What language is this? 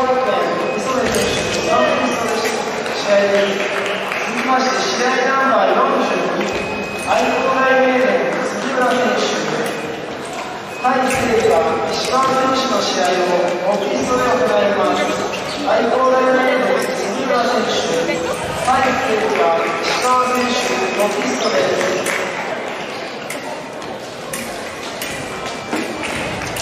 Japanese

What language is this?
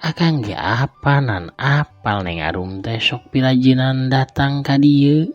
Sundanese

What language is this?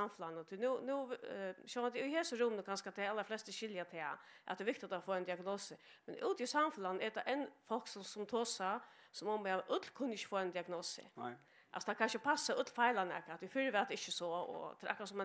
Faroese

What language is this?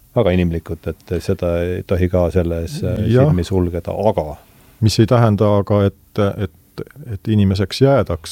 Estonian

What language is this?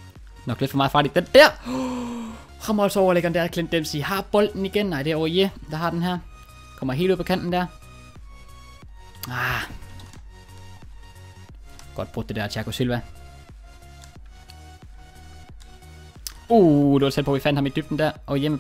Danish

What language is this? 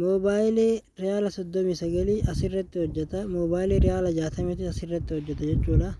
Oromo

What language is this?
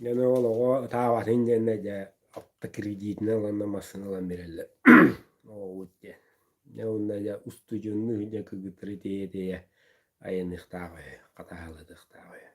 Yakut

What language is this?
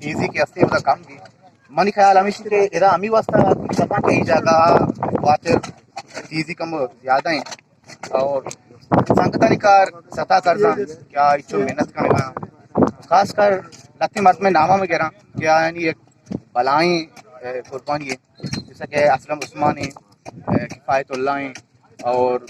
Eastern Balochi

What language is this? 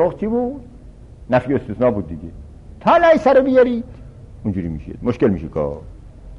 Persian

